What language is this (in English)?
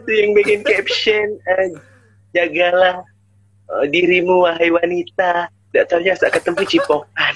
Musi